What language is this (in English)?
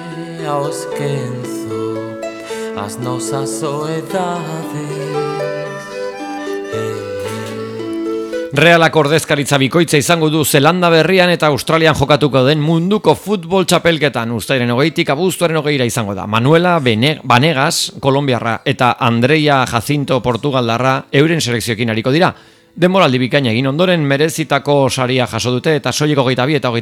Basque